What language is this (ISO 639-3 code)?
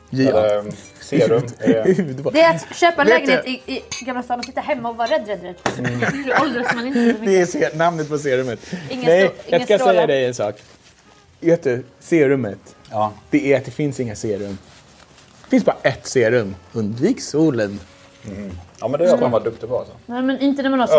swe